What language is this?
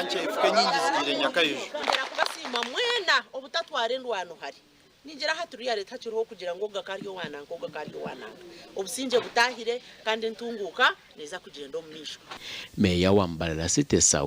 Nyankole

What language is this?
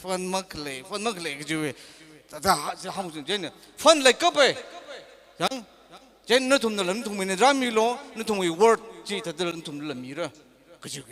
Tangkhul Naga (India)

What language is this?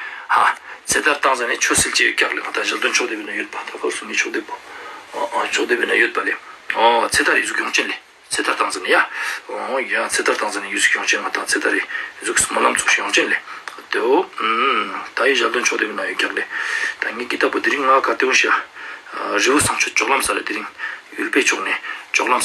Ladakhi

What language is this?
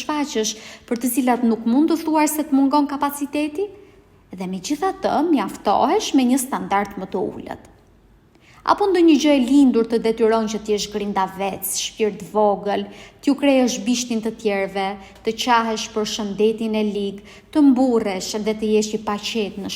Albanian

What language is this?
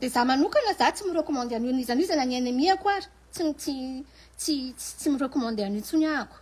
Malagasy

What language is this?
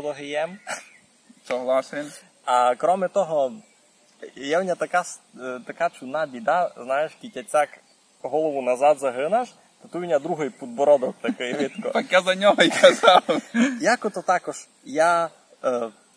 Rusyn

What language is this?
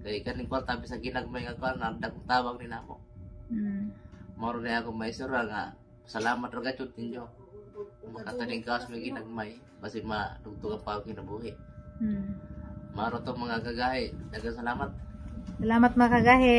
Cebuano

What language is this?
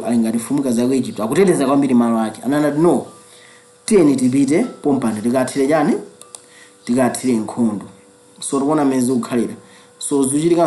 Nyanja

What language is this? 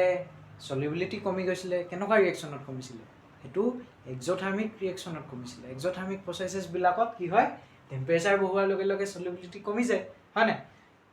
Assamese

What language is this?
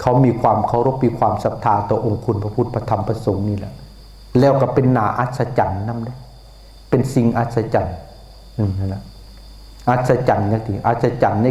Northeastern Thai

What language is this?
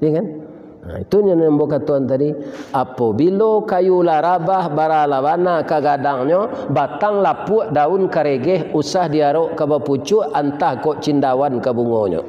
Minangkabau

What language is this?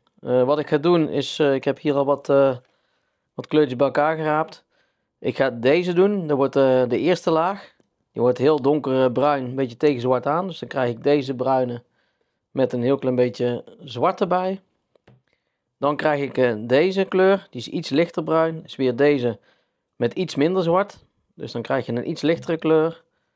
Dutch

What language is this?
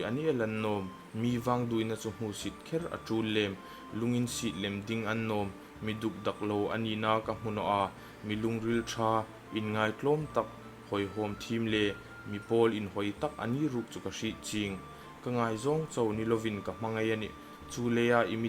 Hmar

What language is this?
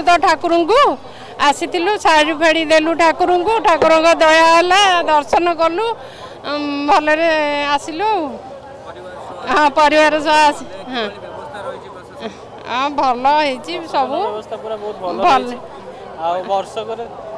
Odia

